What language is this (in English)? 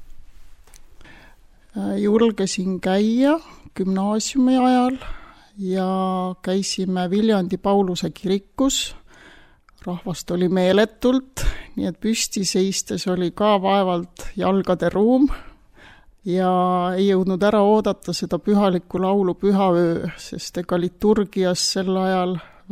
Estonian